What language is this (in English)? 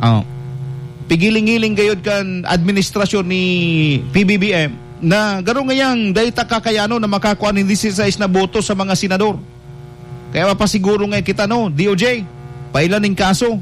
Bikol